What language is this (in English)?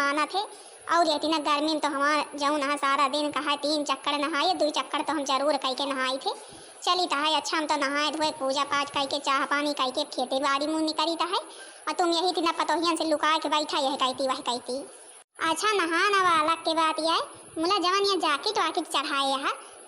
Awadhi